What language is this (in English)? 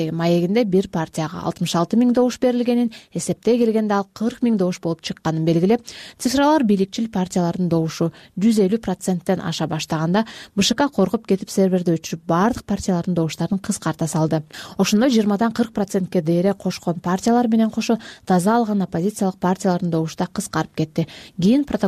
Kyrgyz